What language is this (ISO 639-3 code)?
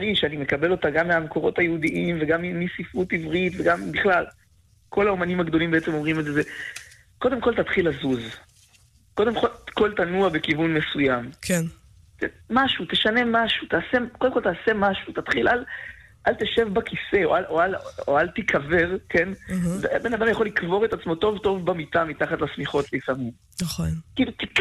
heb